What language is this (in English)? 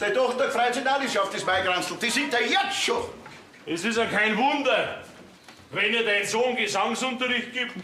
Bavarian